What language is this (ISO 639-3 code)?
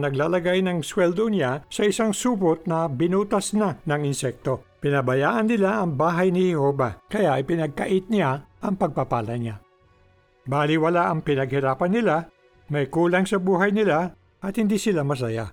fil